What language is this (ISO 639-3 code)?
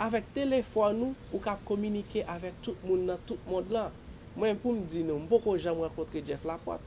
hat